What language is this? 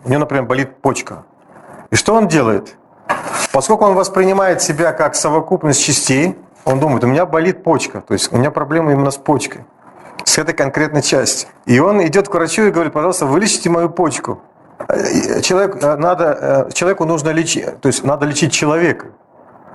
Russian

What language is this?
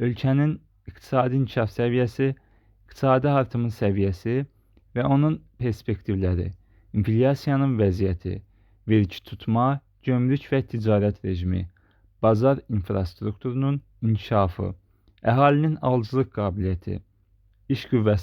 Azerbaijani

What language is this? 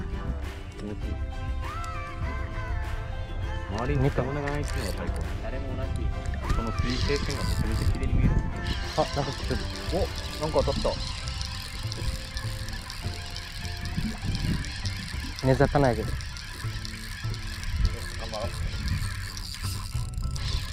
Japanese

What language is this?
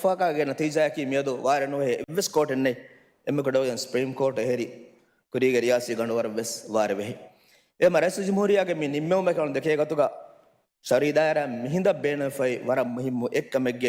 Divehi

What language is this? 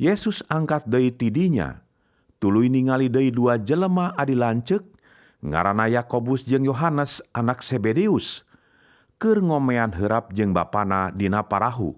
Sundanese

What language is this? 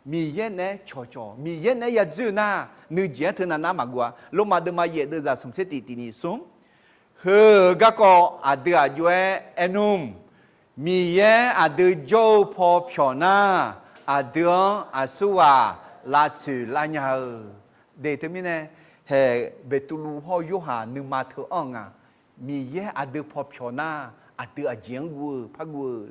Akha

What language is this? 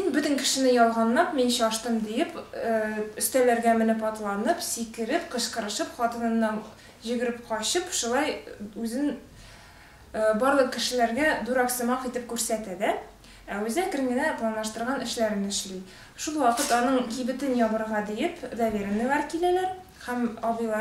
Tatar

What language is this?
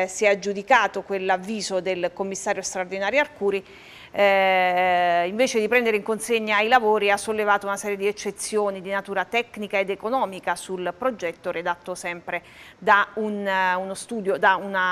Italian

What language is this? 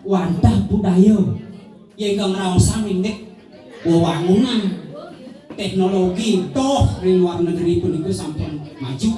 Balinese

